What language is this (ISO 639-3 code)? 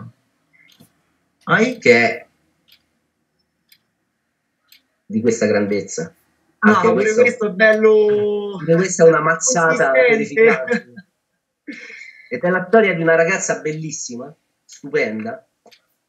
ita